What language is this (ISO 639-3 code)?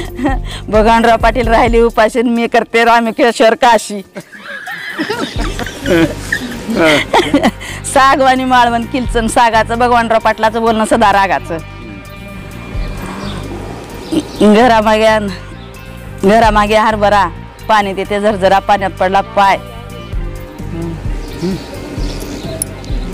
mar